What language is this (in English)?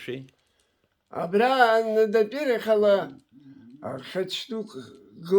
Abkhazian